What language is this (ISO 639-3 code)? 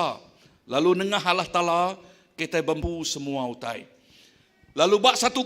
iba